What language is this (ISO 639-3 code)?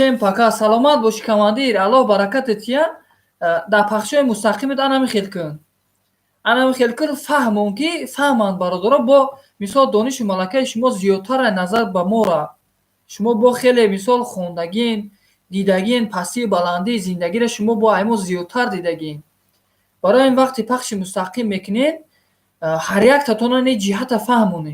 tgk